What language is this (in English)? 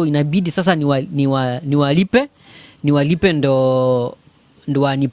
Kikuyu